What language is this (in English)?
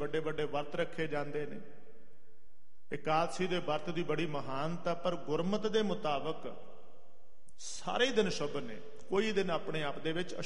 Punjabi